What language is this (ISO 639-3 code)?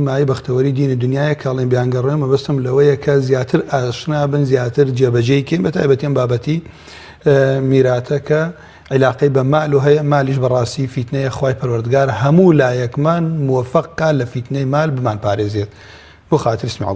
ckb